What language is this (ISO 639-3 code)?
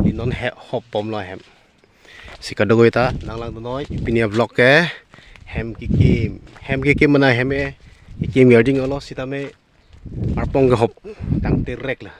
mjw